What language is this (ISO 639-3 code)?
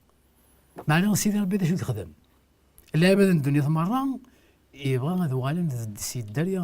kab